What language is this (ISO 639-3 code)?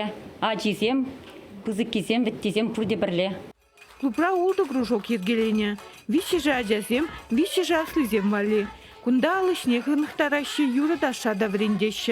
chv